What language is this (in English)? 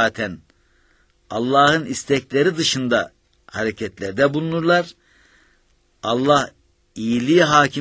Turkish